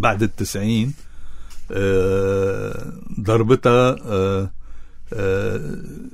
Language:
North Levantine Arabic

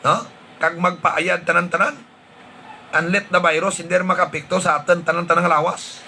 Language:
Hiligaynon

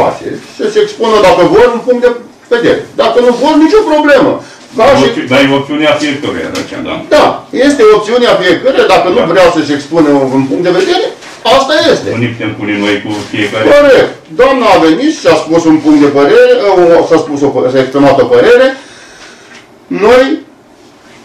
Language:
Romanian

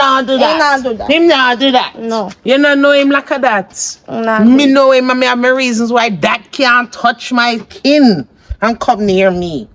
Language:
Jamaican Creole English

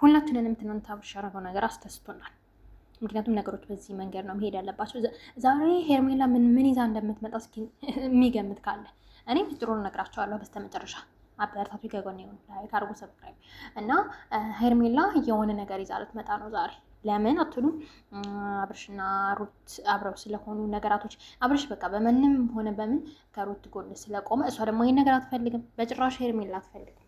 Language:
Amharic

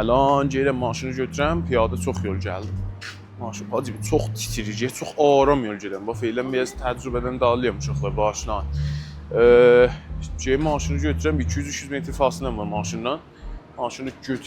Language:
South Azerbaijani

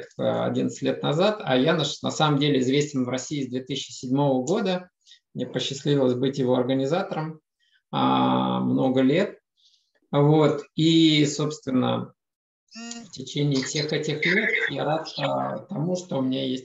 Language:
Russian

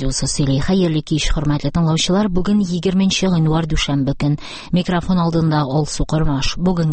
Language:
Tatar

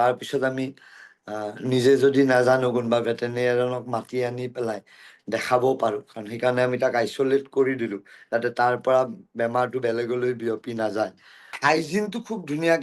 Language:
Assamese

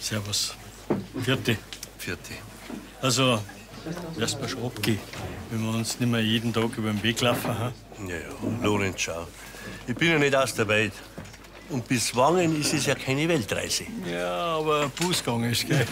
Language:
Bavarian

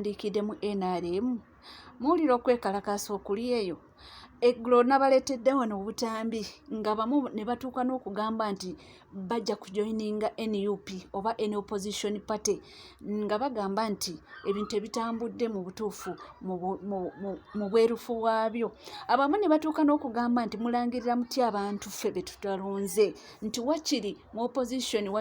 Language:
Ganda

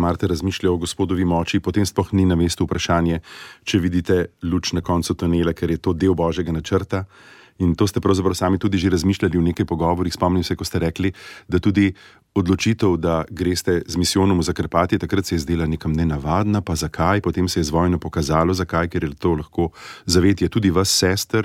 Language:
Slovenian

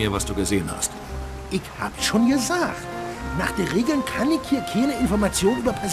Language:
Bavarian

